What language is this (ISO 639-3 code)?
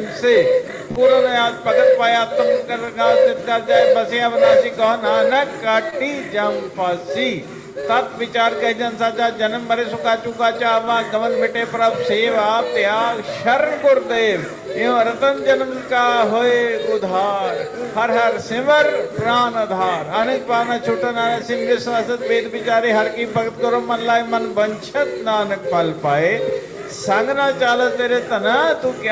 pan